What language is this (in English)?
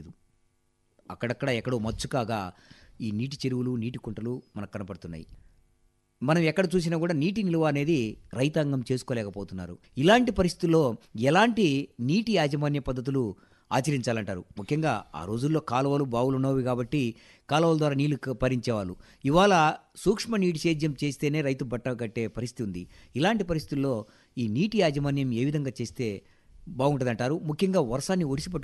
Telugu